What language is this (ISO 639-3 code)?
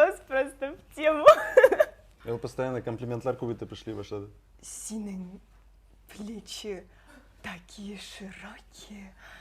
tat